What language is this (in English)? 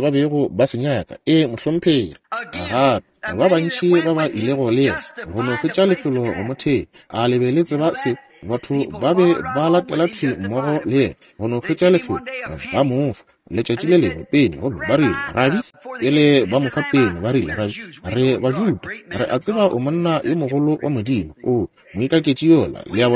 Northern Sotho